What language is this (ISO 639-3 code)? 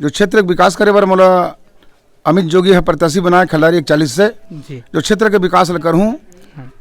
hne